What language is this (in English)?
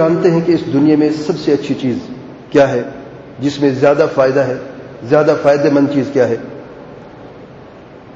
Urdu